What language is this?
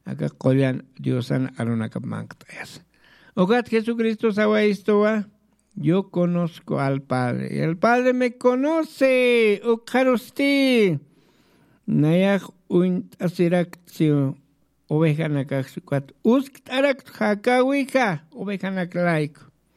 Aymara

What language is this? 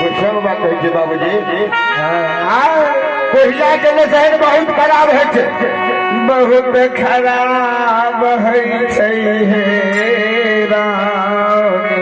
Maithili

